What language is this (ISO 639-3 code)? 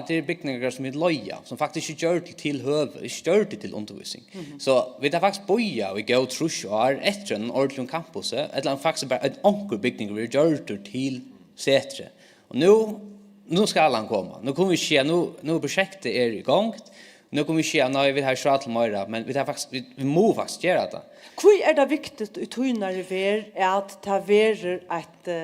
fao